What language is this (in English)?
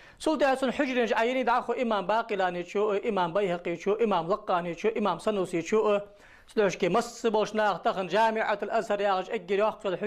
Ingush